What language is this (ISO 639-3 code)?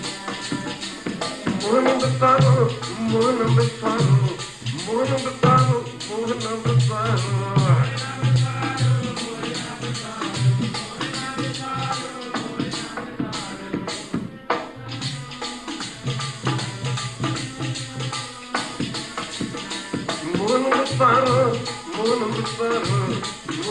pan